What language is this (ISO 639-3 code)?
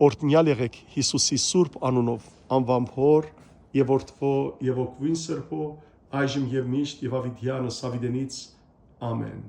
hyw